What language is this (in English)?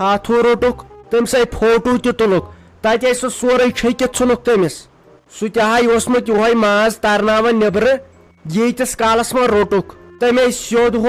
Kashmiri